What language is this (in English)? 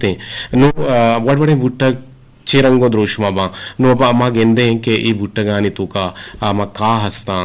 Eastern Balochi